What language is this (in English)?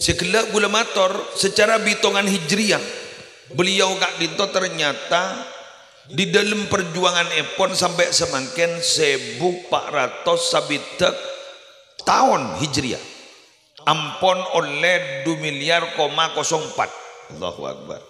Madurese